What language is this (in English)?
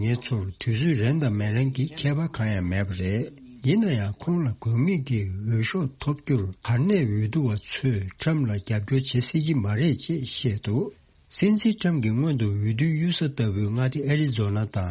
Tibetan